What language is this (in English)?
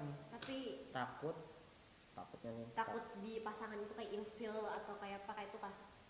Banjar